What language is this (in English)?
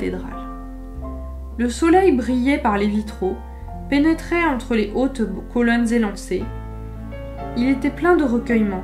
French